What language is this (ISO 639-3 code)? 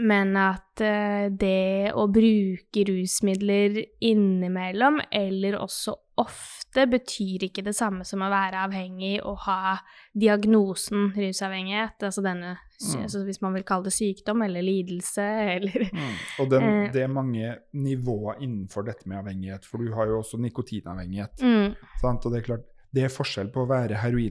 nor